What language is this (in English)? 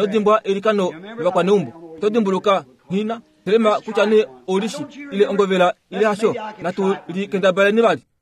Kuanyama